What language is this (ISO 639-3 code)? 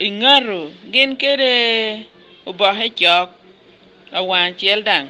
laj